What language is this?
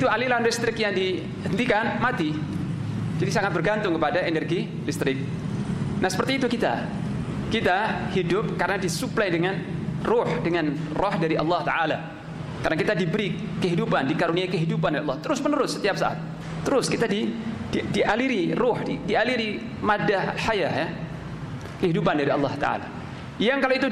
Indonesian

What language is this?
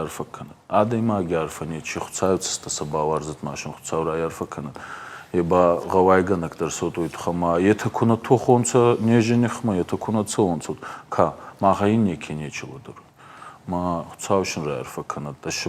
Ossetic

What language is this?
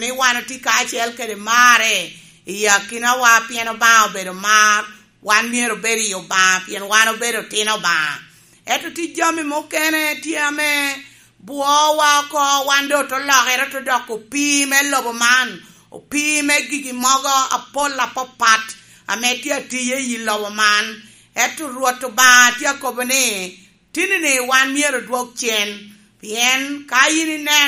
Lango (Uganda)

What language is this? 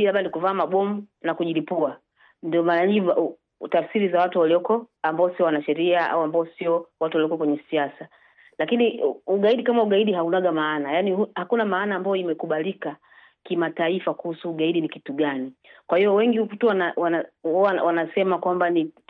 Swahili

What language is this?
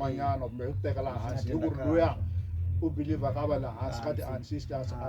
Venda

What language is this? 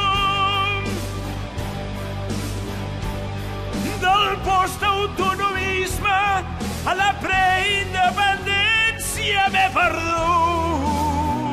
Catalan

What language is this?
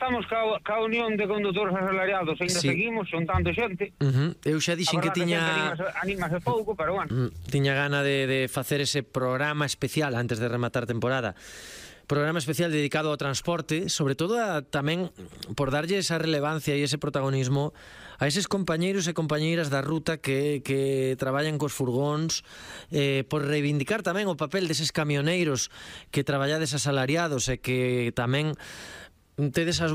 Galician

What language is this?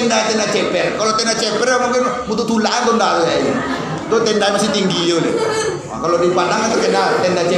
Minangkabau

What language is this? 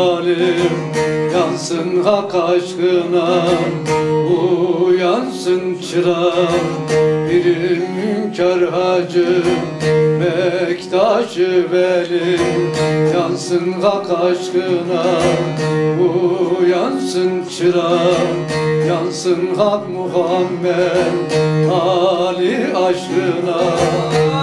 Turkish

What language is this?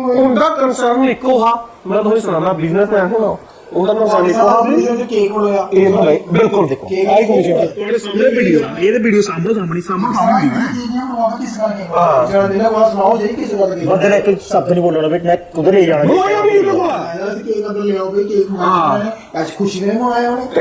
Dogri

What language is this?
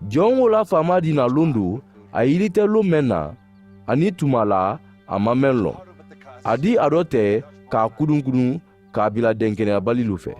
Mandingo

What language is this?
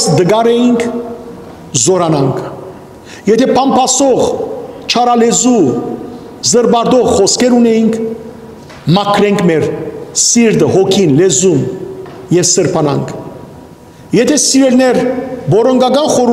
Western Armenian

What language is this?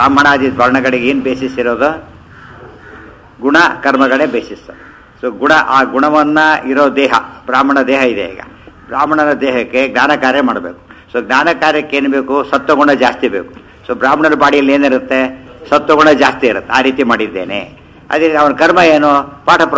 Kannada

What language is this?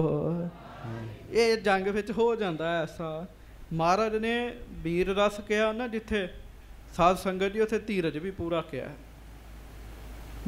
Punjabi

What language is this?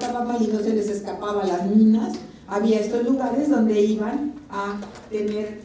Spanish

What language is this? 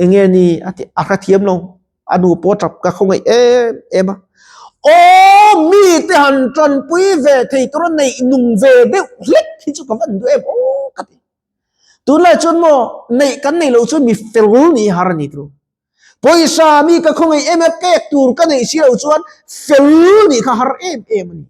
Mizo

